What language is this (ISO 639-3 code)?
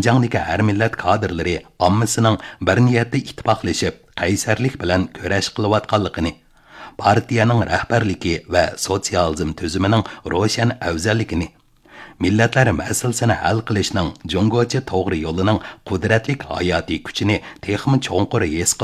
uig